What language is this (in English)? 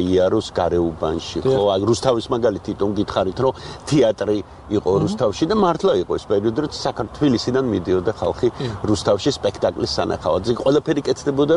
Georgian